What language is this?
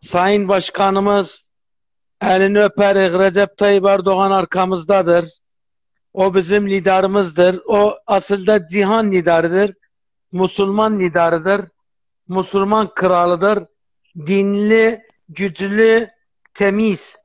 South Azerbaijani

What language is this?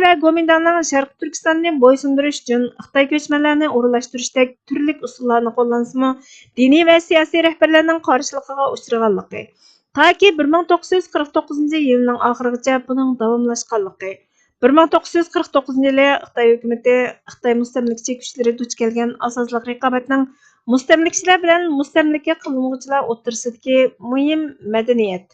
Uyghur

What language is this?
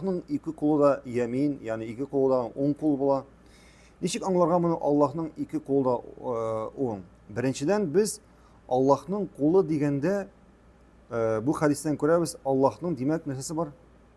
Tatar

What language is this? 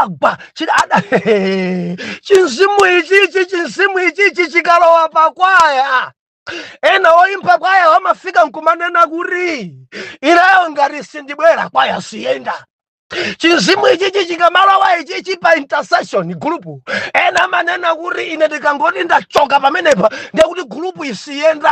Nyanja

